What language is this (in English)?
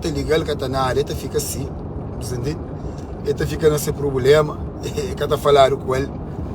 Kabuverdianu